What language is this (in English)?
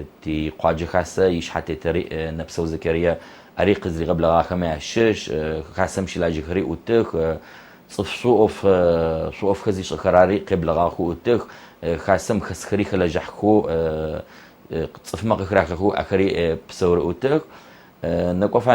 Adyghe